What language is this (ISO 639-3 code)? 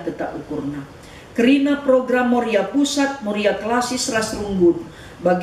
btx